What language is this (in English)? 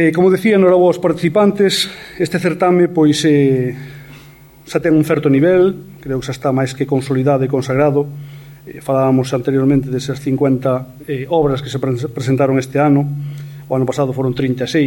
Galician